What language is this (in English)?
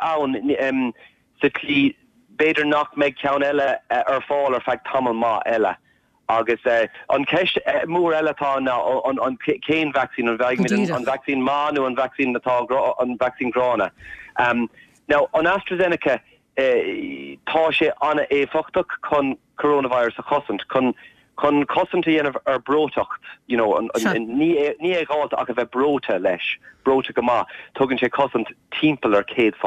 Irish